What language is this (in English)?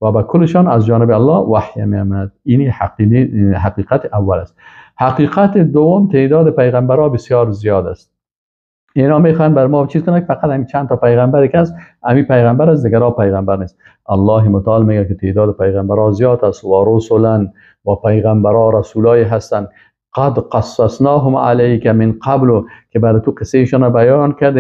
Persian